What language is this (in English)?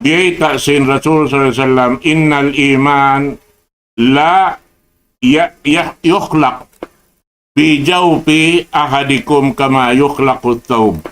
Tausug